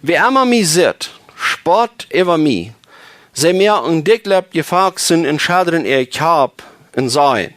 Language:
Plautdietsch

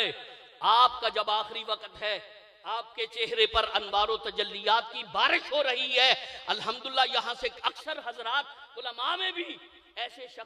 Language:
Urdu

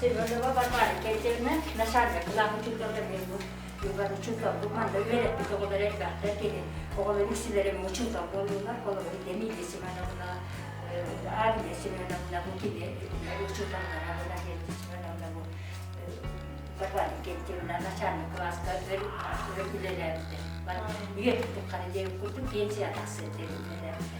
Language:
Yakut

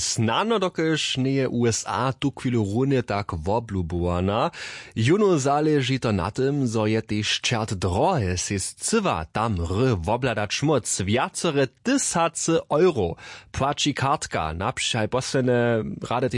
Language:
Upper Sorbian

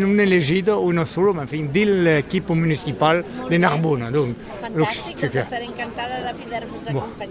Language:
Occitan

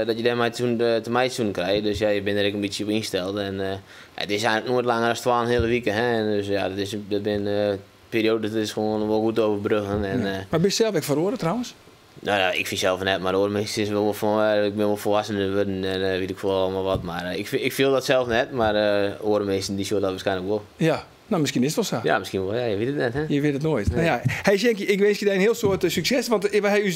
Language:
Western Frisian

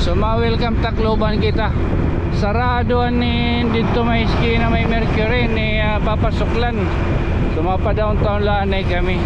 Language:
Waray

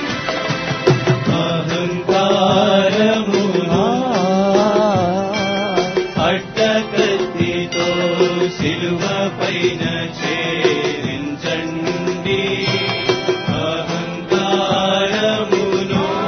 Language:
Telugu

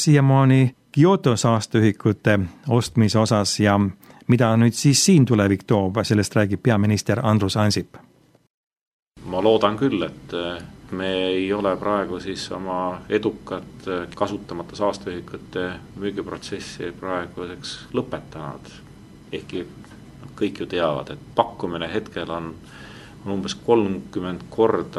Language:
Estonian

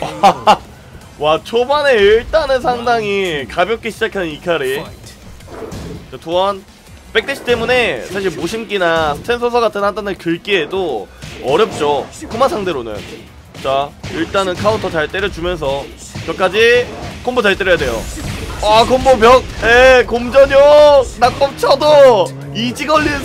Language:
Korean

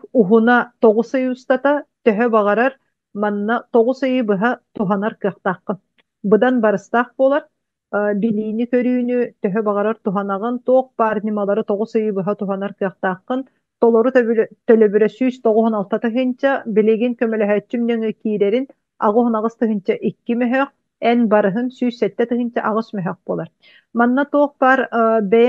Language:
Yakut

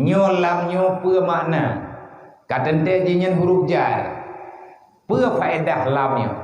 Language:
Achinese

